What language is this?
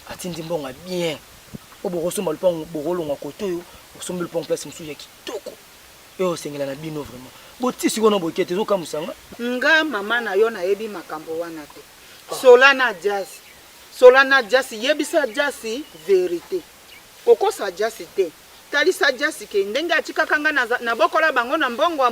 Lingala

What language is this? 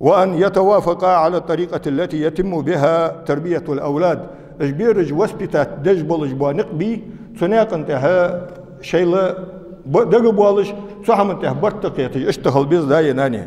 Ingush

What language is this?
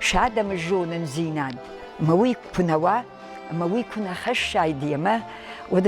Ossetic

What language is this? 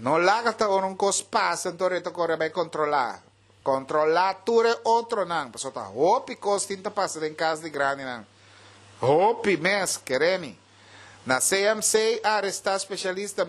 Papiamento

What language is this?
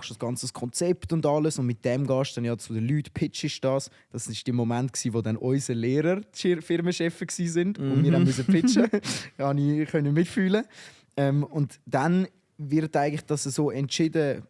Swiss German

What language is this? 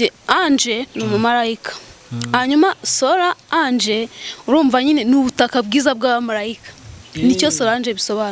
Kinyarwanda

